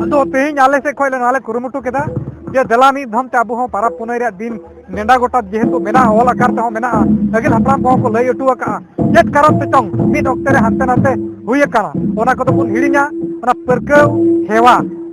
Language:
Santali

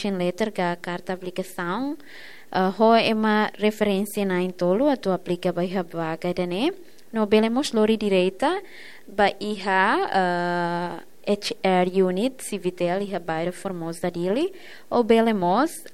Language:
Tetum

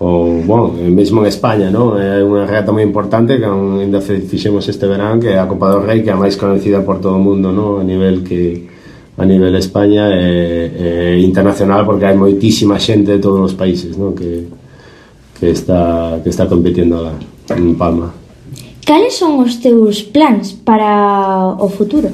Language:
Galician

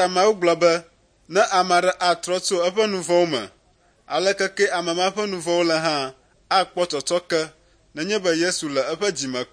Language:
Ewe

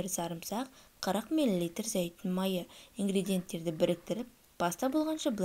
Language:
Kazakh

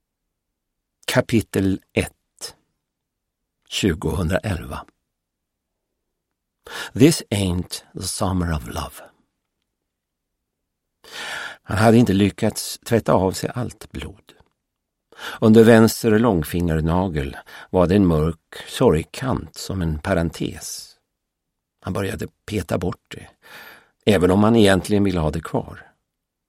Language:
Swedish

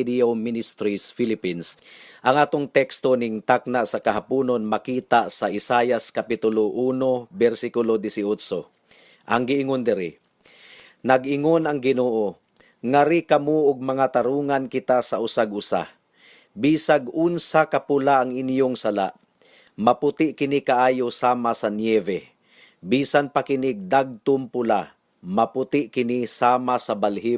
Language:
Cebuano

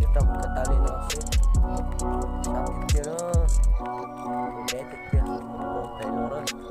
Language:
Hmong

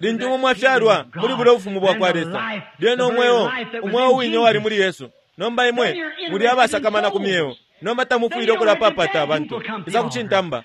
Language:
Bemba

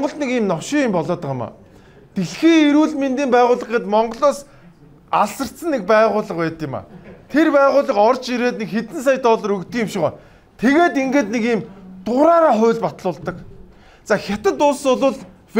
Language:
Mongolian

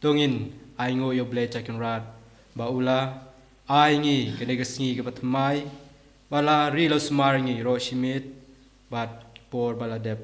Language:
Khasi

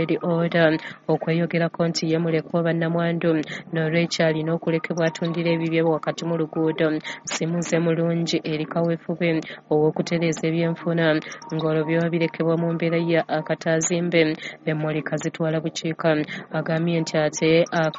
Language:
Ganda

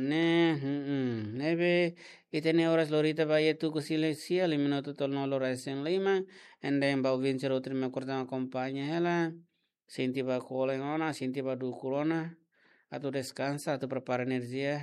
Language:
Tetum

